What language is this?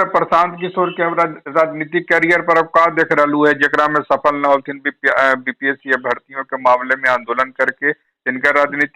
Magahi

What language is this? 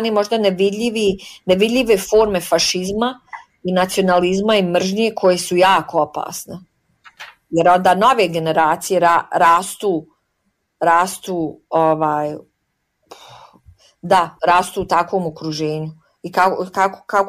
Croatian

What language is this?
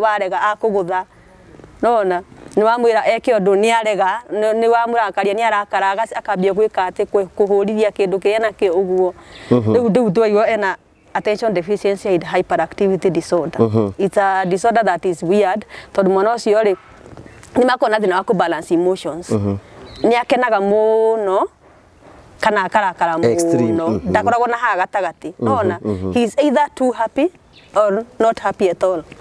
Kikuyu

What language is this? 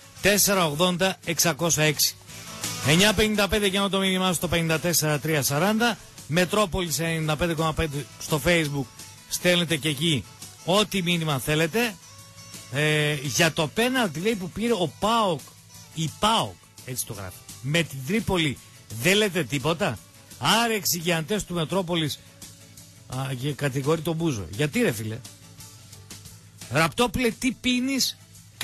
Greek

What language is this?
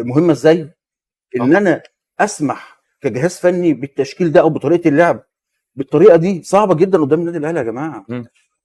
Egyptian Arabic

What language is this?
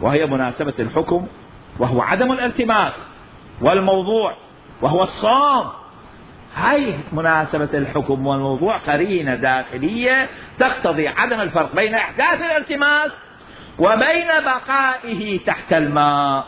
Mesopotamian Arabic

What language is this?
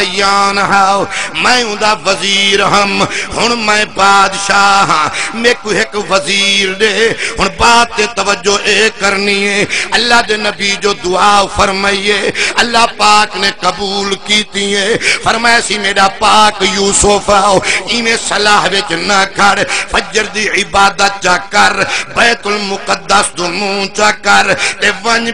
Saraiki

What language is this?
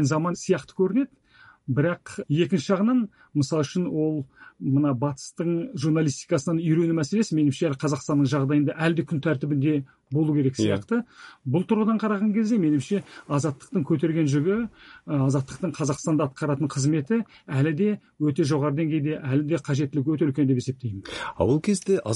Kazakh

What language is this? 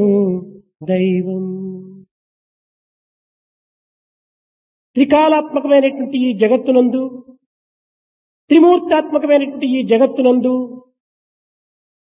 Telugu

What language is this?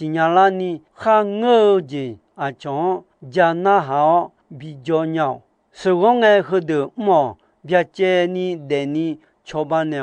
Akha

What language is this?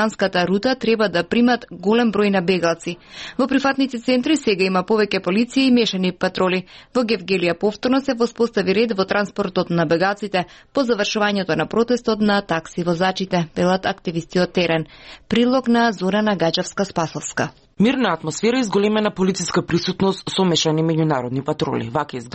Macedonian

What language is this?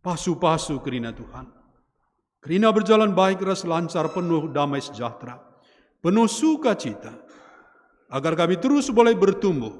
Batak Karo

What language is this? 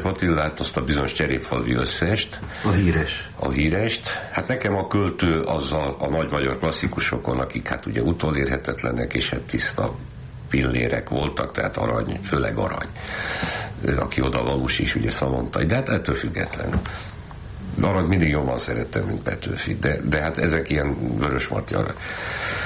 Hungarian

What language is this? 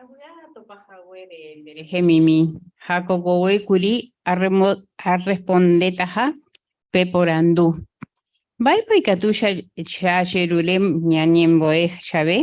Guarani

